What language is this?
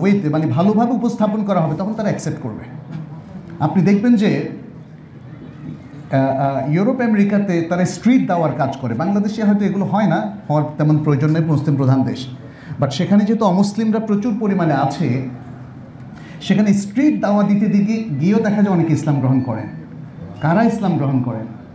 Bangla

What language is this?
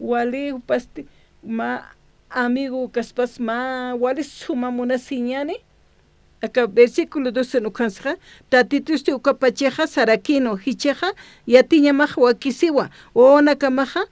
Aymara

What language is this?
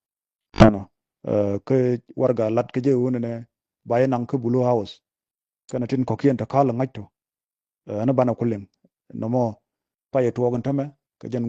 Nuer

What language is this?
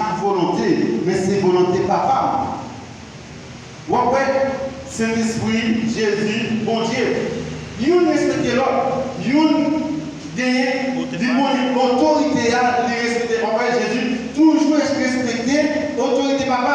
Haitian Creole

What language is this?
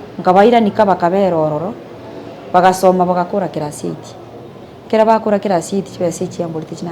Gusii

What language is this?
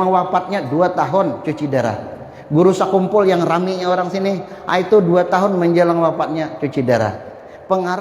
Banjar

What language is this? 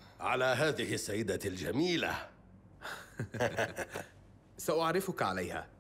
Arabic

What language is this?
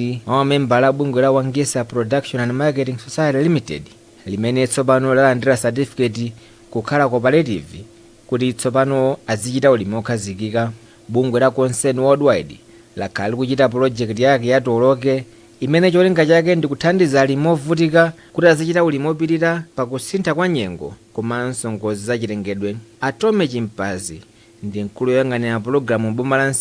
Nyanja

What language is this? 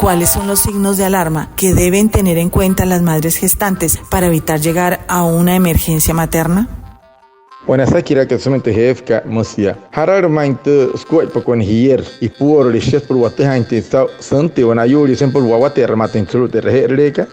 Wayuu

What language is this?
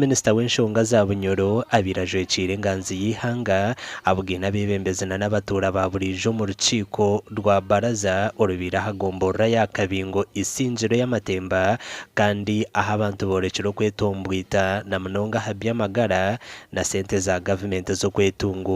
Nyankole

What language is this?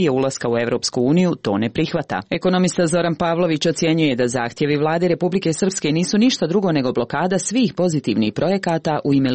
Serbian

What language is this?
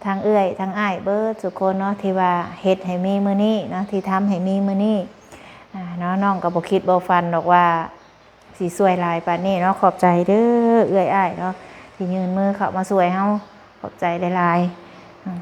Lao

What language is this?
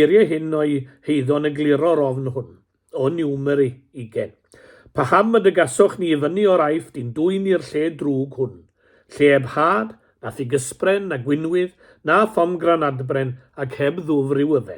Welsh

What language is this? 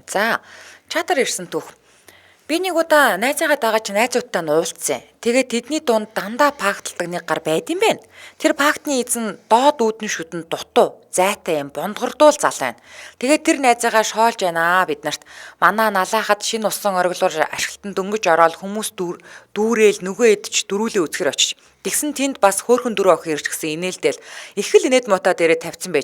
Mongolian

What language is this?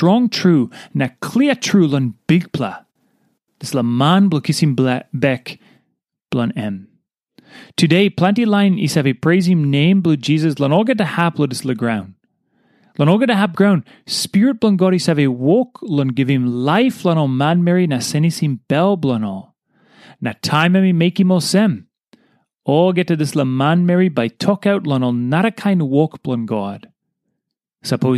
Tok Pisin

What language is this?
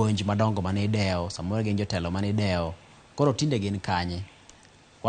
Luo (Kenya and Tanzania)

